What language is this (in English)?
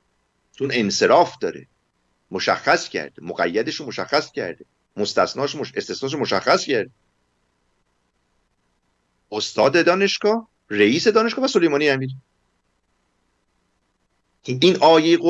Persian